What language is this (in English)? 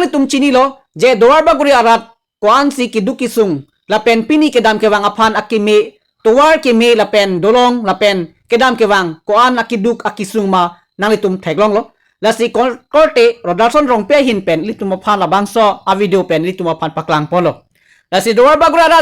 Karbi